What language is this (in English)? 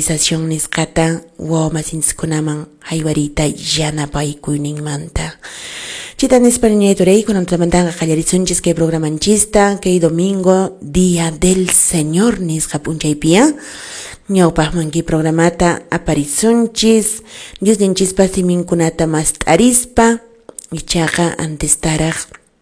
Quechua